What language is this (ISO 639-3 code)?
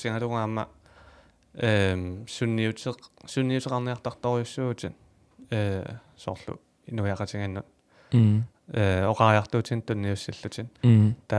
kal